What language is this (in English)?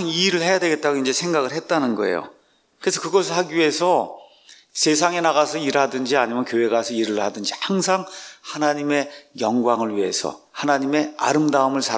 Korean